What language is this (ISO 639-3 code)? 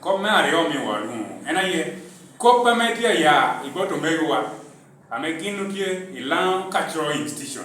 laj